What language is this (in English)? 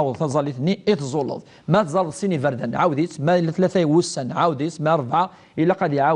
Kabyle